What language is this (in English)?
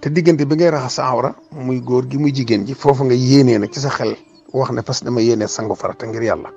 Wolof